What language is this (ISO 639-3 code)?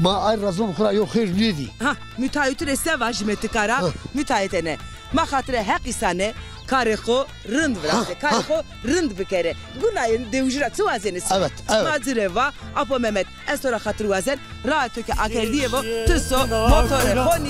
zza